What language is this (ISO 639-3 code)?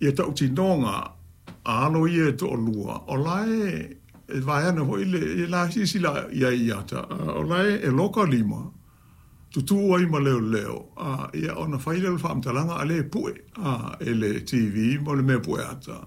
smo